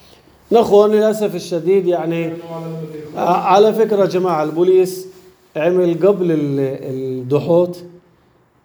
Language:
North Levantine Arabic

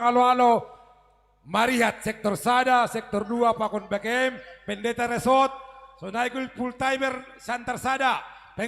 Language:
Batak Simalungun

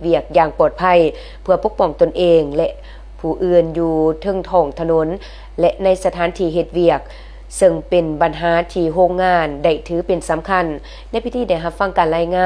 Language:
Lao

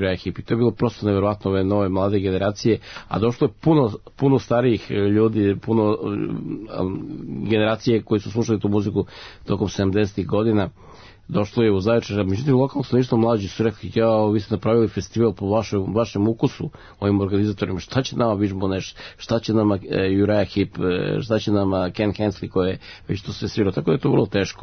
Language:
Serbian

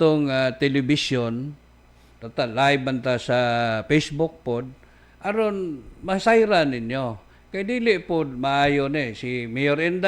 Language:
Cebuano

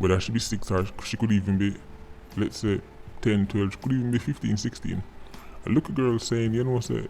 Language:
Jamaican Creole English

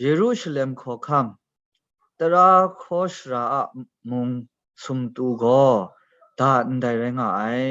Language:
Kachin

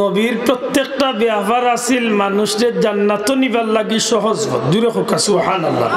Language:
Sylheti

